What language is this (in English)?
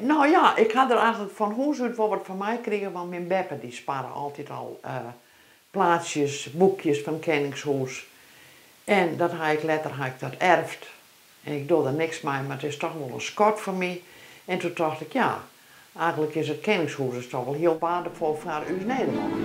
Western Frisian